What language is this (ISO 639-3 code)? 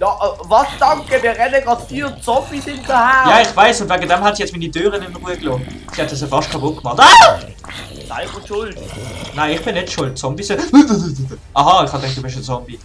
gsw